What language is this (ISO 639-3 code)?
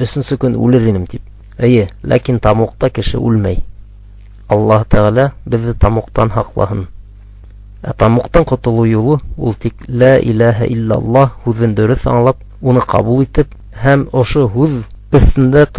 bak